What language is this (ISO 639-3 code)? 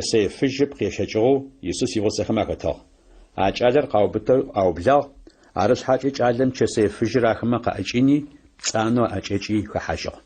ady